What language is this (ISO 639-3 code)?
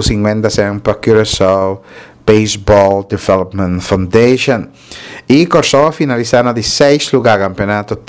pap